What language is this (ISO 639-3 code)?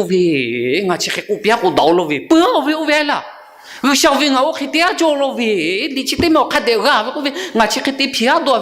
lhu